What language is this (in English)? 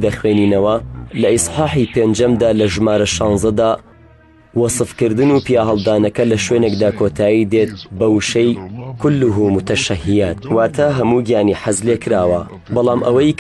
Central Kurdish